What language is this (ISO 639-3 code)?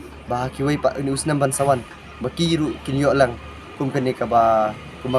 kha